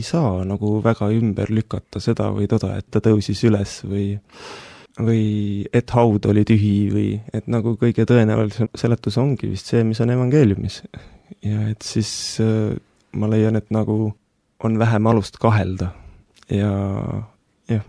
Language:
Estonian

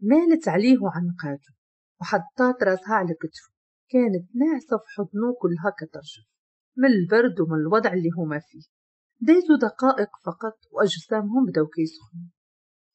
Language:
Moroccan Arabic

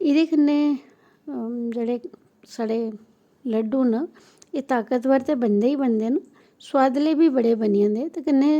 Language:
Dogri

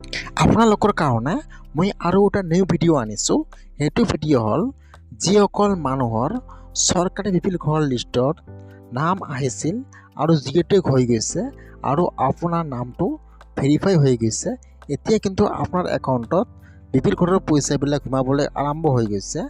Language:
Assamese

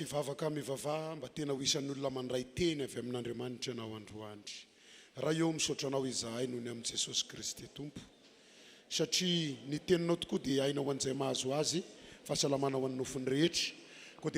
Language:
Malagasy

